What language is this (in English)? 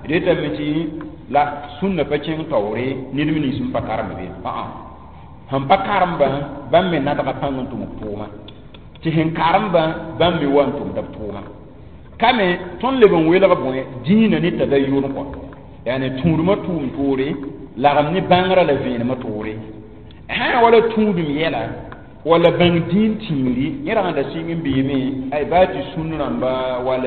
Mossi